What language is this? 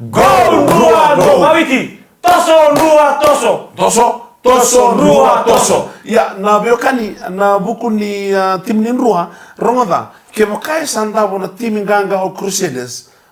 Fijian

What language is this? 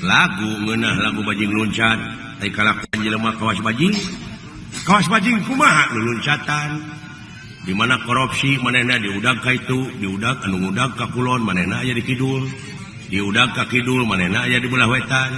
Sundanese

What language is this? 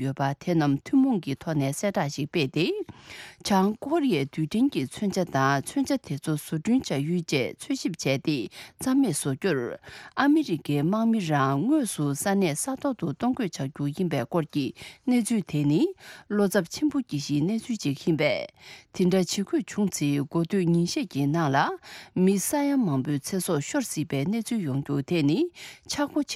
Tibetan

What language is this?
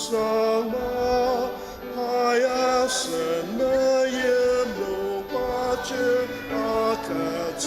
Ao Naga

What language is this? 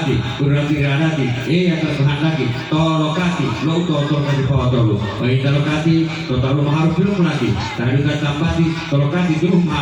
Gorontalo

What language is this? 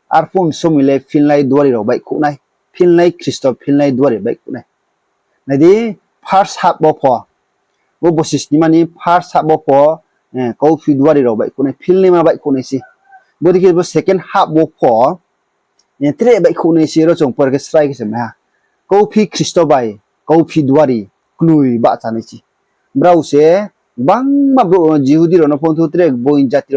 Riang (India)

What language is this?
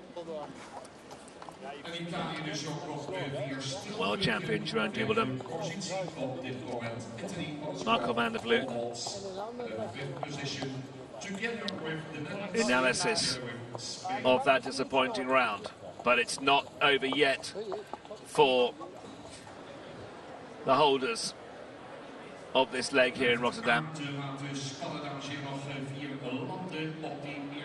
English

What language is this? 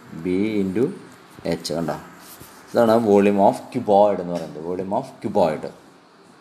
Malayalam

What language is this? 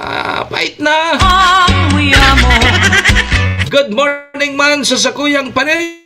Bikol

